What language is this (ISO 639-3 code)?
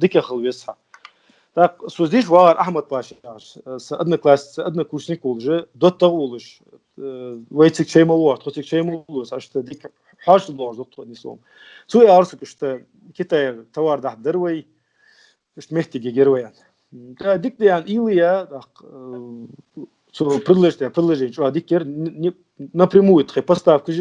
inh